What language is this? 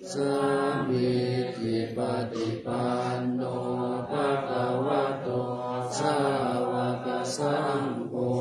Pali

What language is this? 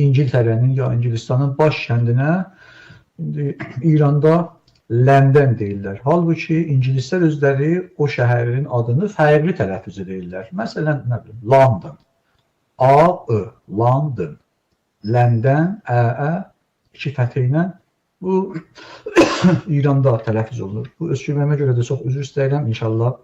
Azerbaijani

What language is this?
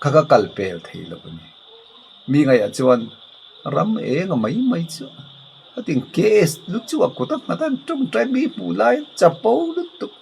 Mizo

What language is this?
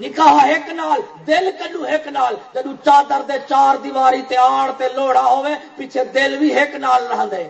Saraiki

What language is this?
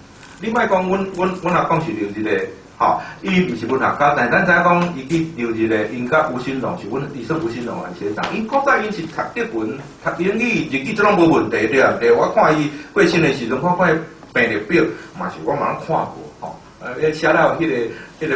Min Nan Chinese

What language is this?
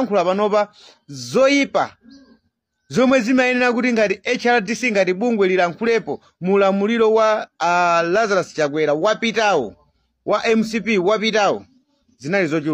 Nyanja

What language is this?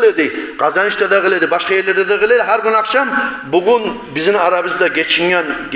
Kumyk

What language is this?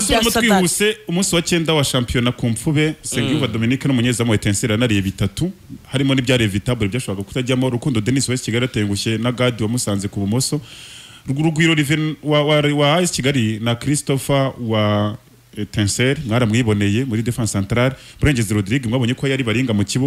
Kinyarwanda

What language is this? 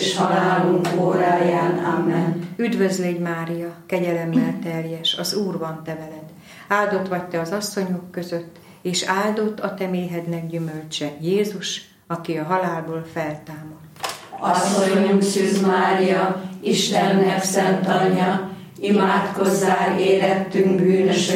Hungarian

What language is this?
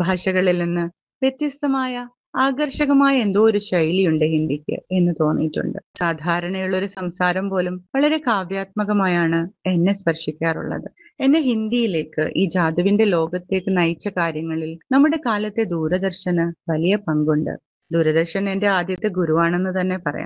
Malayalam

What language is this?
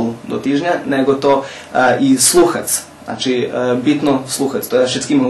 Rusyn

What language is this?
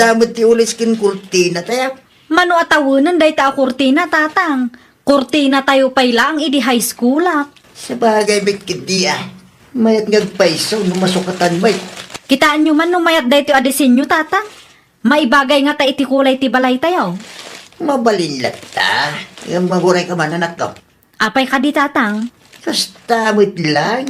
Iloko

